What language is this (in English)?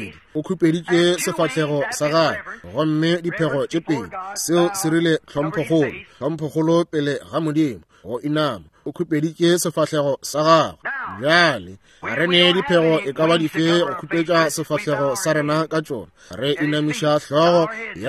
Northern Sotho